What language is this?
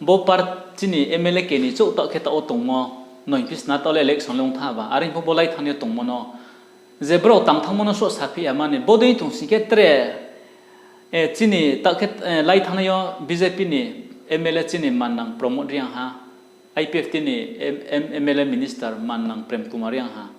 Riang (India)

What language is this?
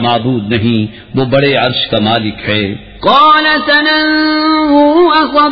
Urdu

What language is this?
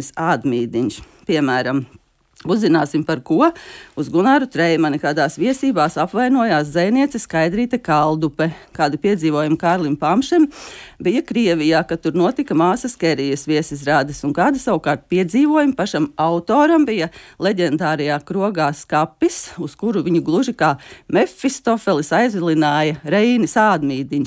Latvian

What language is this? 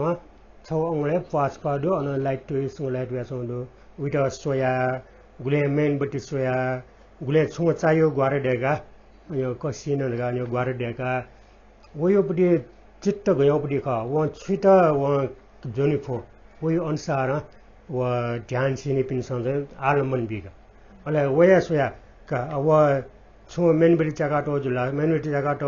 Newari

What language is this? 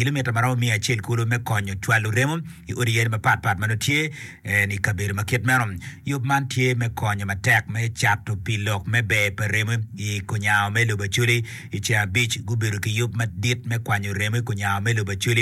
Acoli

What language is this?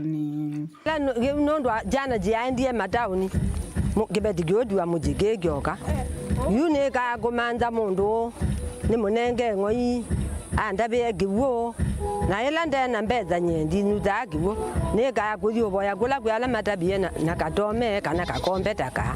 Kamba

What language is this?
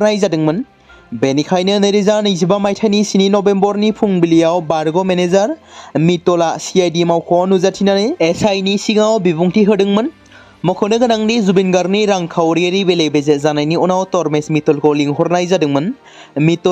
Bodo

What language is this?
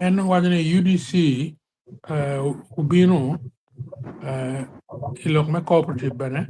Acoli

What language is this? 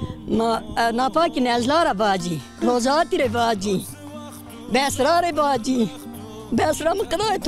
Zaza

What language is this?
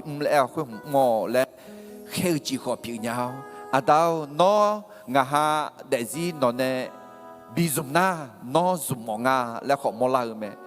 Akha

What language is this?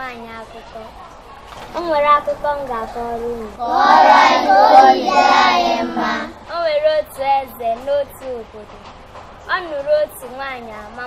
Igbo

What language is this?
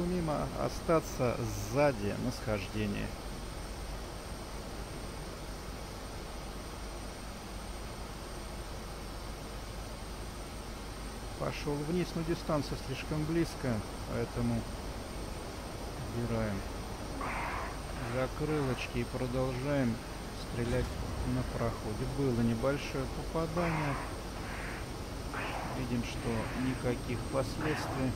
Russian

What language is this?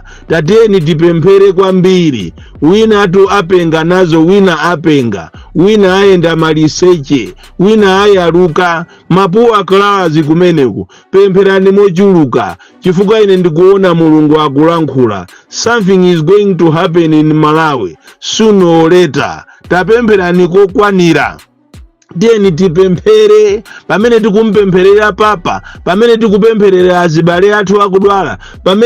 Nyanja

